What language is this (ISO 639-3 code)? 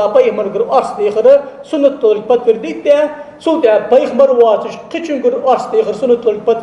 inh